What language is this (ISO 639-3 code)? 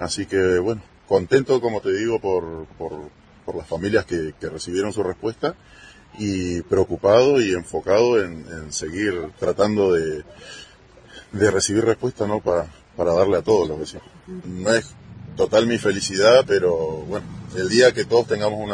spa